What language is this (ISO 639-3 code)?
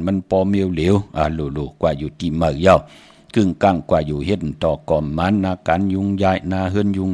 shn